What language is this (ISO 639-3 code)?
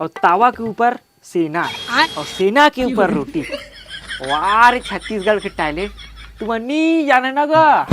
hne